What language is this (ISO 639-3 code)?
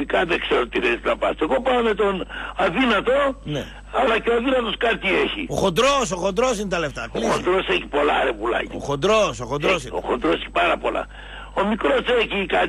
ell